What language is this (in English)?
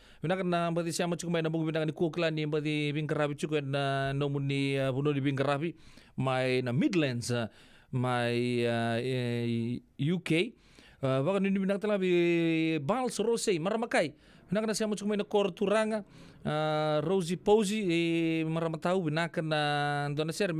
Fijian